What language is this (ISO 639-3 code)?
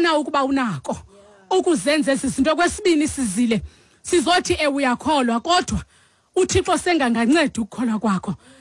xho